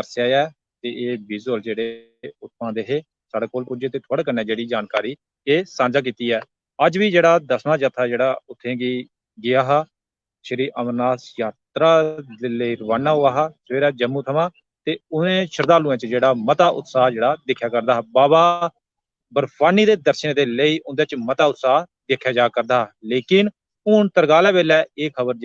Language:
Dogri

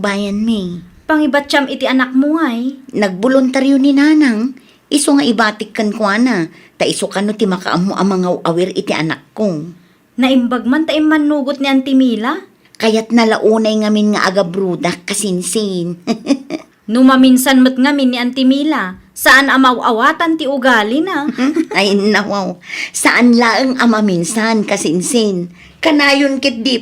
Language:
Iloko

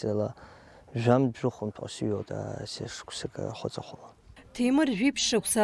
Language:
Abkhazian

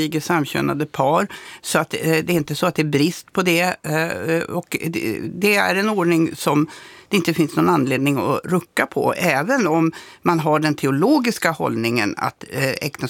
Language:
Swedish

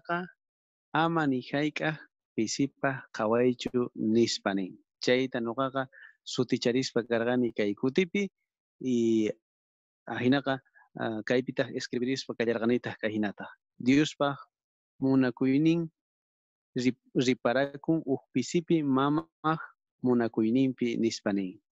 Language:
South Bolivian Quechua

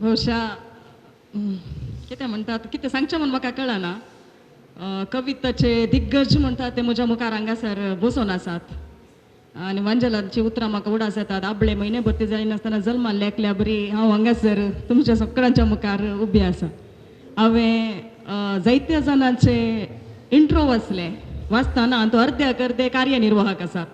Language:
Konkani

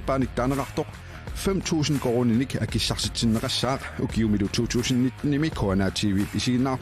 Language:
Kalaallisut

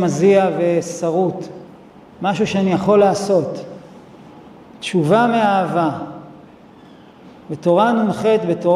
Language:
Hebrew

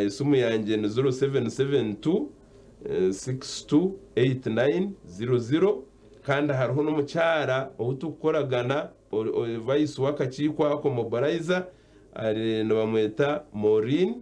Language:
Nyankole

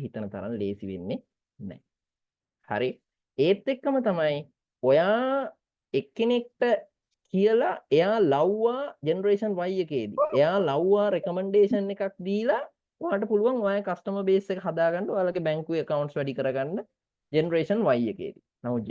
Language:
Sinhala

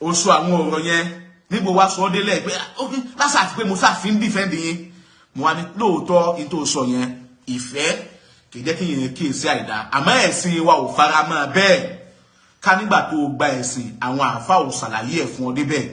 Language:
Yoruba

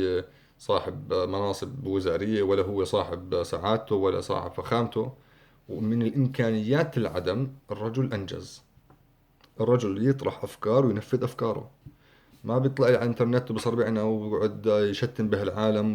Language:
North Levantine Arabic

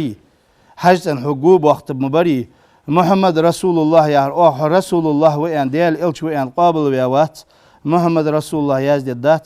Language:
Ingush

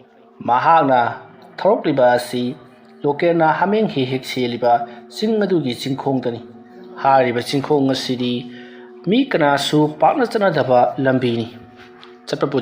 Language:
Manipuri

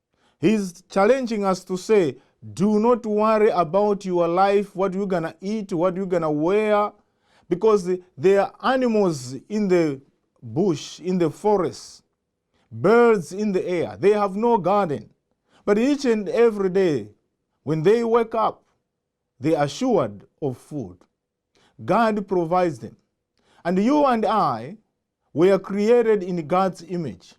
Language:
English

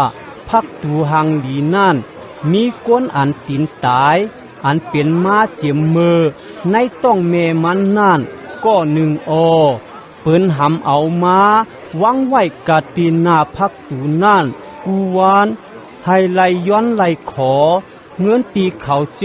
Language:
Shan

